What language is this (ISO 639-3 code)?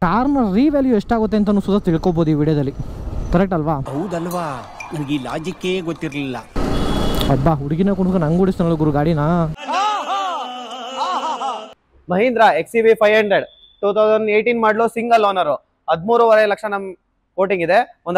kan